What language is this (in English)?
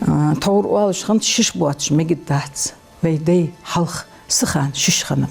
Ingush